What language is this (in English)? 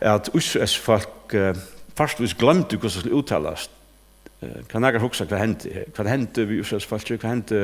Faroese